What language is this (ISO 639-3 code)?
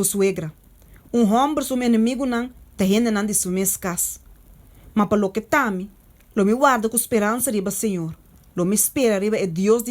pap